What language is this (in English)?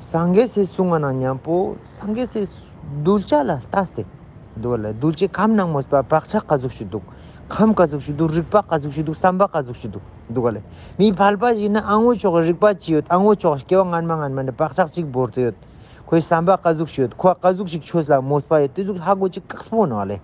Ladakhi